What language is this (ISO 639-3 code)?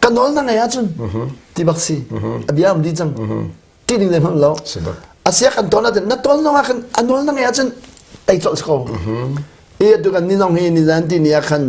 cnh